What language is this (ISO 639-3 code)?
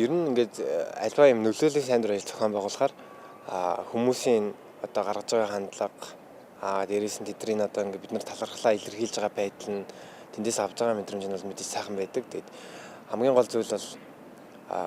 mon